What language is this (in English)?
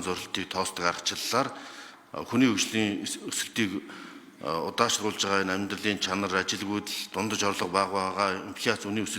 Mongolian